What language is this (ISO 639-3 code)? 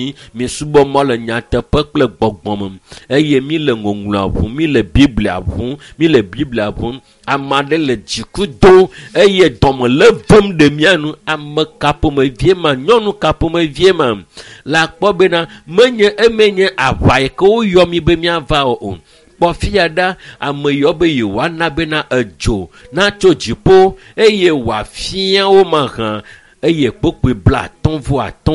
ewe